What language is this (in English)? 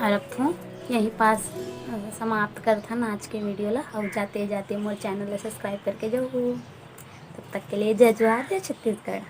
Chhattisgarhi